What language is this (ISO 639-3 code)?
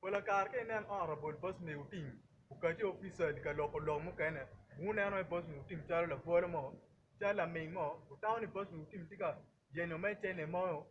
ach